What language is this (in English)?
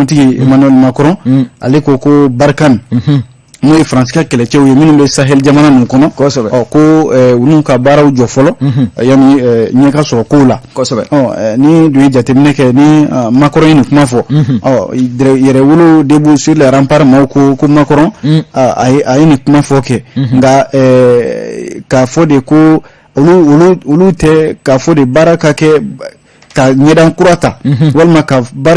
Bambara